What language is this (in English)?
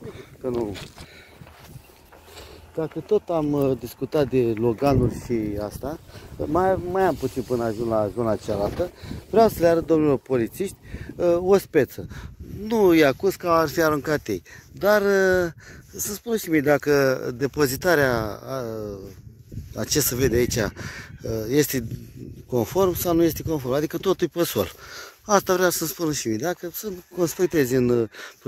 Romanian